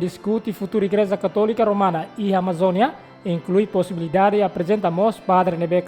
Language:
Tetum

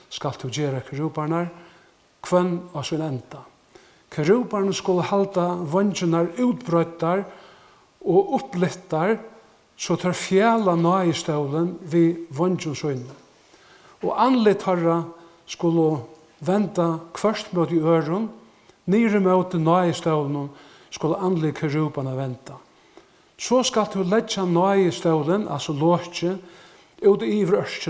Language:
Faroese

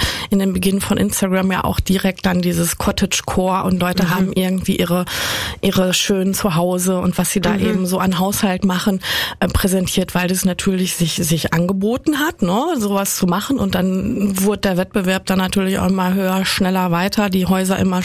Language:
German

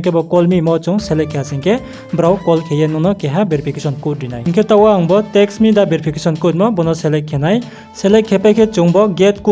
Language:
Riang (India)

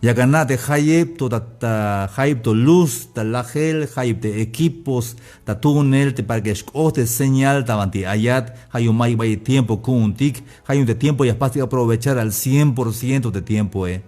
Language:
Tzeltal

